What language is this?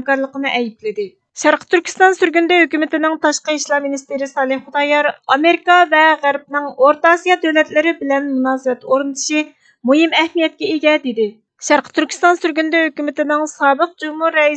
Uyghur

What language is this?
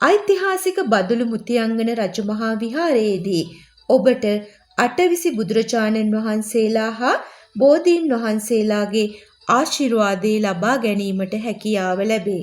Sinhala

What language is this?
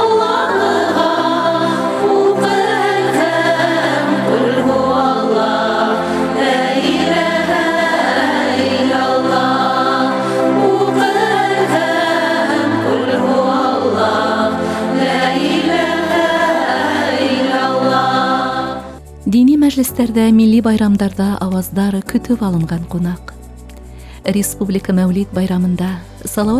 Bashkir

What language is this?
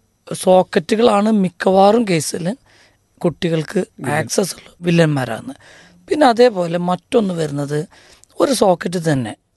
Malayalam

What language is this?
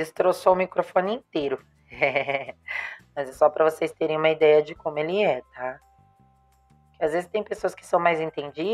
Portuguese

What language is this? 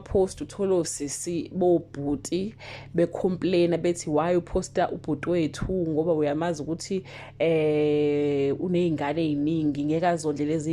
Zulu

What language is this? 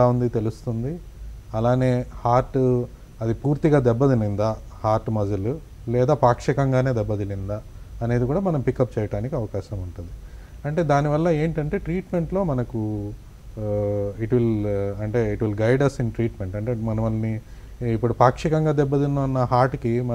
Telugu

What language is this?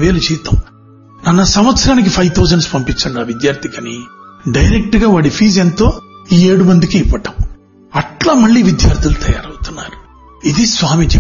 Telugu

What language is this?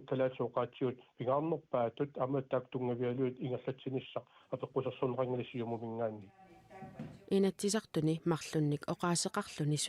Kalaallisut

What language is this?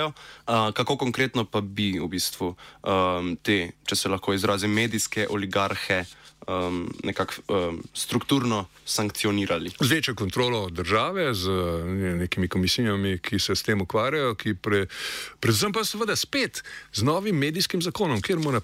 Slovenian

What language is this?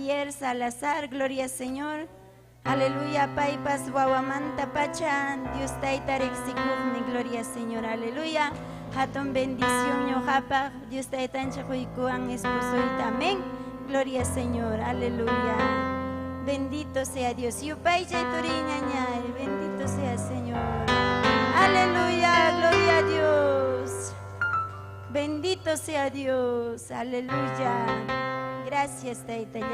Ayacucho Quechua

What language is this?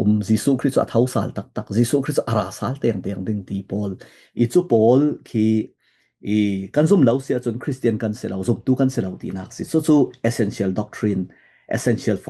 Falam Chin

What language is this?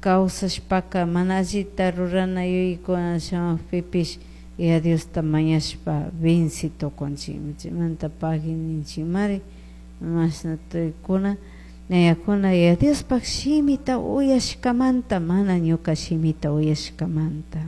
Chimborazo Highland Quichua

